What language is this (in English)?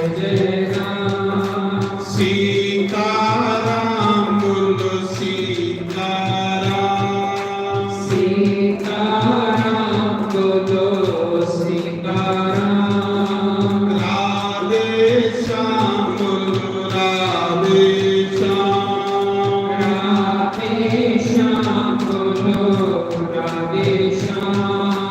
Dogri